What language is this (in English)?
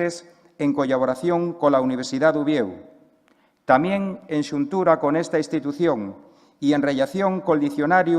Asturian